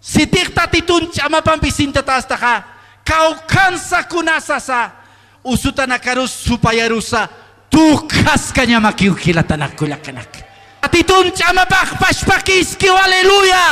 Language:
Aymara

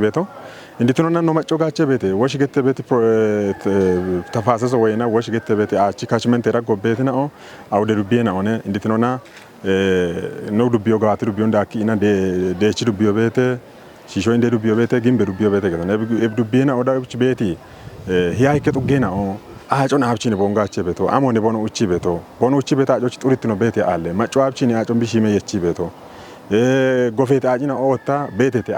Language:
Kafa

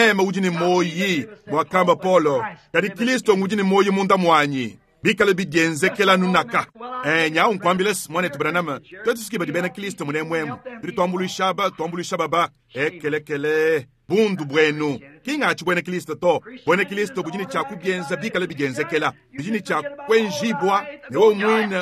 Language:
Luba-Lulua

